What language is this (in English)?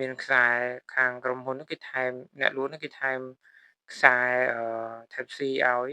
Khmer